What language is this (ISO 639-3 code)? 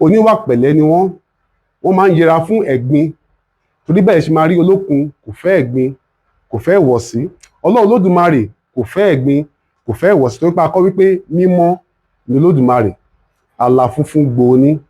yor